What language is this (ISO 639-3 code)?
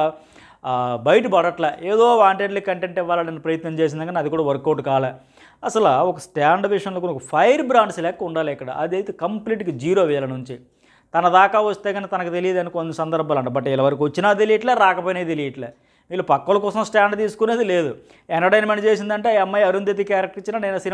tel